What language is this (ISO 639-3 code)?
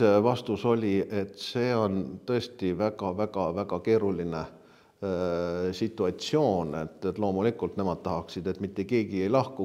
est